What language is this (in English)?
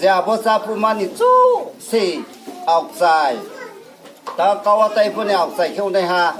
Riang (India)